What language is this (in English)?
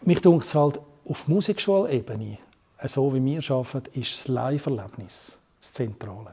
Swiss German